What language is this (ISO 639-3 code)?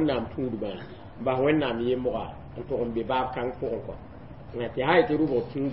mos